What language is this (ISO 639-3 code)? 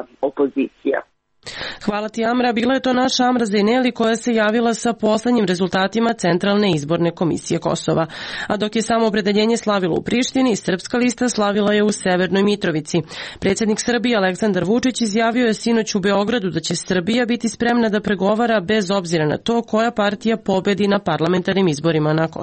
srp